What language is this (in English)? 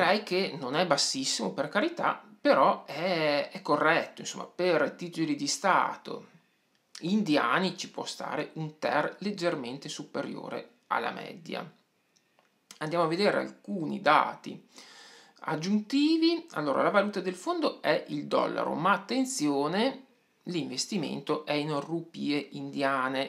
Italian